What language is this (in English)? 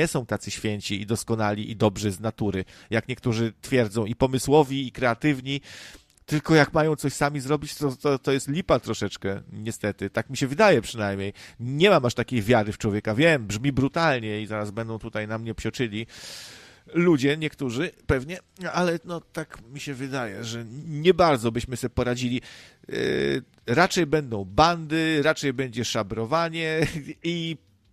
Polish